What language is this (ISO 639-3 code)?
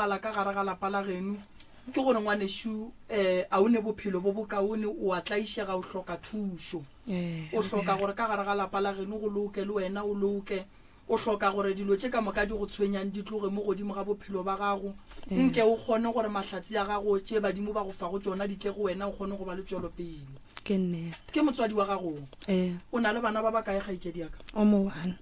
nso